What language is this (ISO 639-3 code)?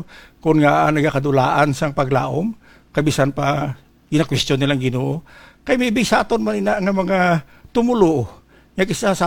hil